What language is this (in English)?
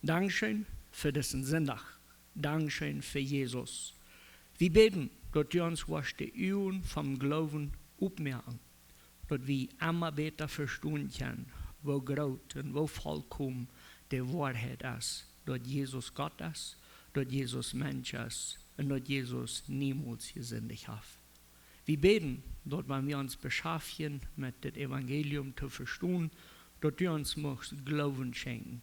Plautdietsch